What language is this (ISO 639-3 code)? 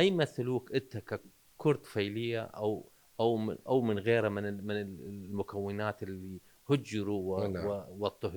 acm